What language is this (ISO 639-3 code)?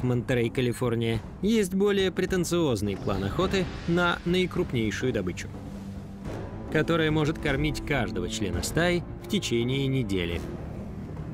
rus